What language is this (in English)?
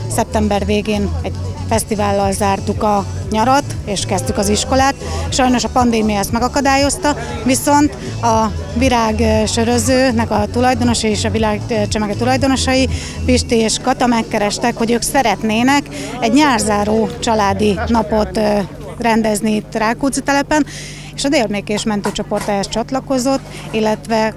Hungarian